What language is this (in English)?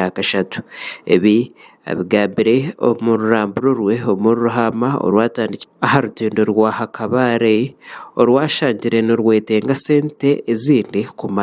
Nyankole